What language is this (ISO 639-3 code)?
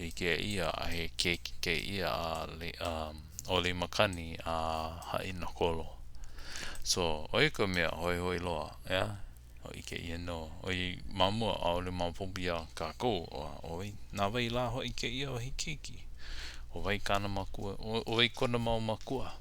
haw